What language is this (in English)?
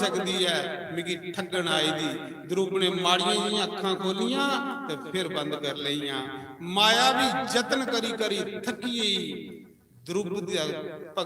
Dogri